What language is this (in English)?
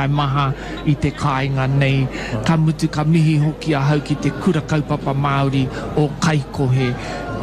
Māori